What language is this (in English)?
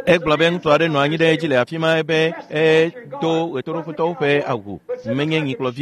Ewe